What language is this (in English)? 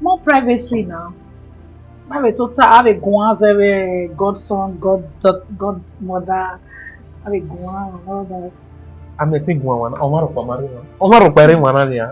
Bini